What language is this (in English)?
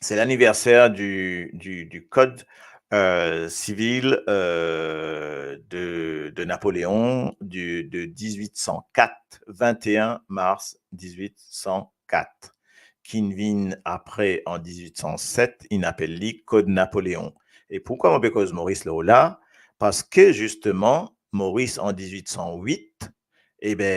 Morisyen